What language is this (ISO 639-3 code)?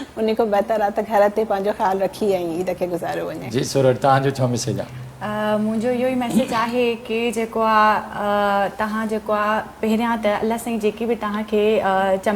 snd